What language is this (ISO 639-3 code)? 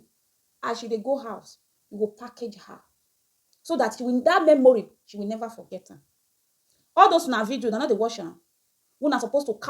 pcm